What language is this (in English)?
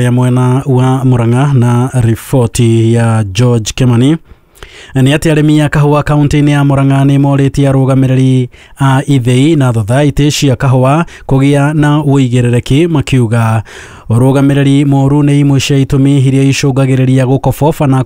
Kikuyu